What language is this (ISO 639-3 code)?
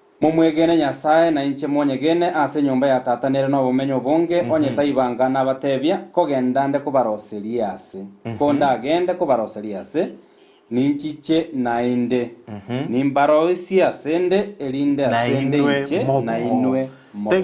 guz